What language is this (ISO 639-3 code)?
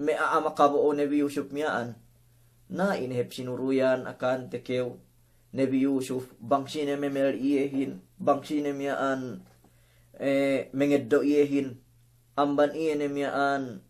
yka